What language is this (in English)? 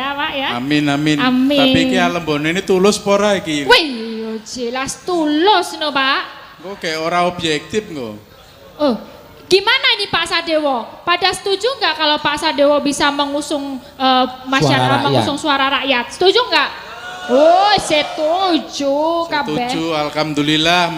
Javanese